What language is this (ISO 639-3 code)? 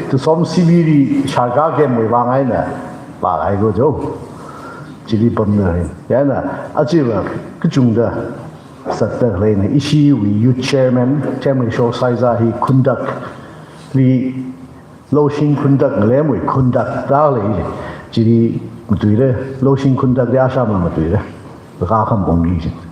nmf